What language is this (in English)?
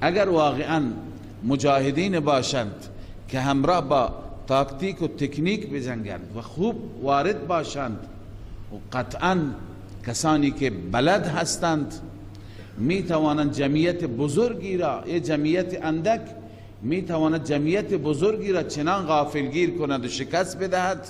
Persian